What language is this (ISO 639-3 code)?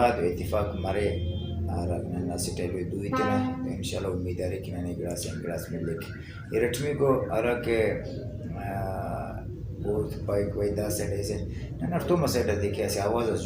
brh